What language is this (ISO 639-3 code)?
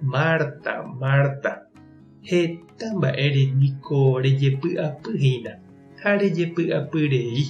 grn